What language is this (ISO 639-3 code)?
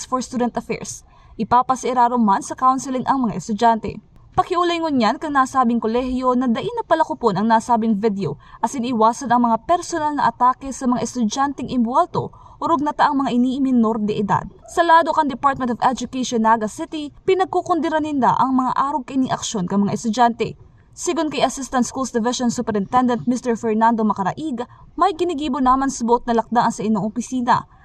bik